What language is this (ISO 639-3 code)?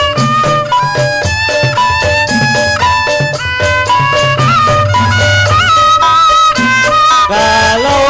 bew